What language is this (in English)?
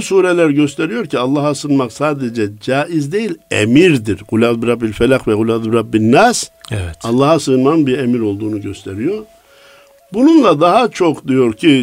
Turkish